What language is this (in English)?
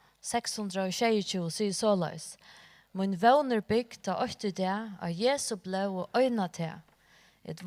Faroese